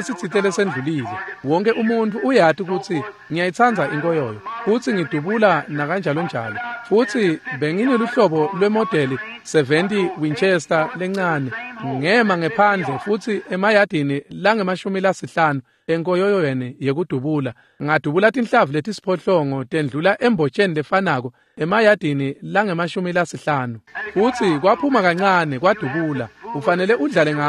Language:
Swati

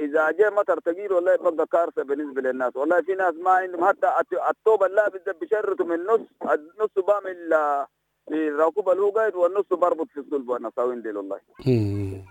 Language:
Sudanese Arabic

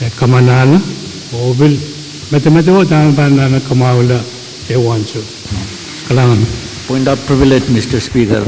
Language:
Pohnpeian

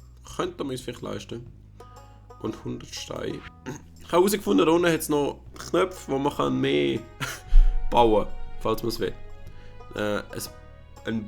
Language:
Swiss German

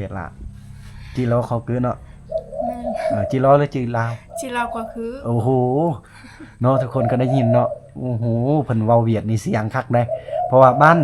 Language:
Lao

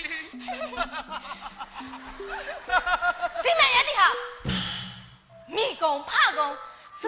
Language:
Burmese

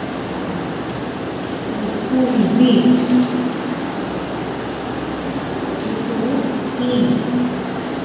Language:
Gujarati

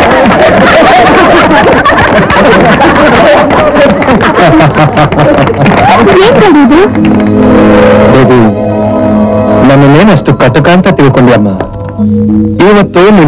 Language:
Kannada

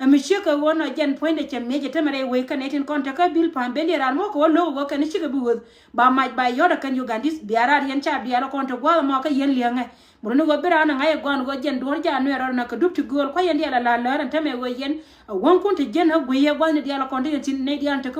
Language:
Nuer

